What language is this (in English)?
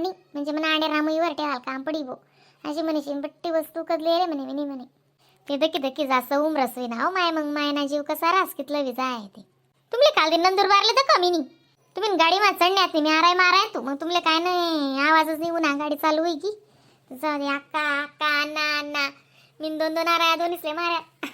Khandesi